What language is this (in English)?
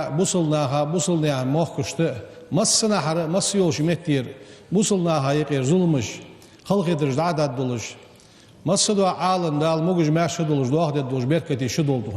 Ingush